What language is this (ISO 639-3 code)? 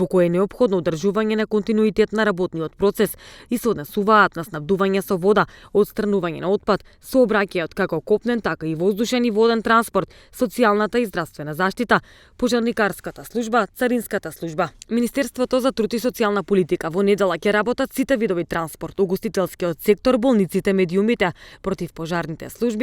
mkd